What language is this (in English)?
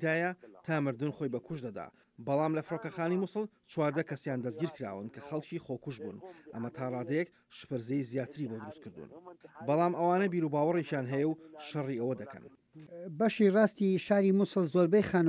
Central Kurdish